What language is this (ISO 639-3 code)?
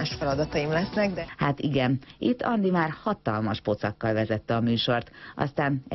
hun